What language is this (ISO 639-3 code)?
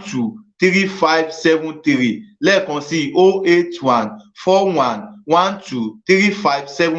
yor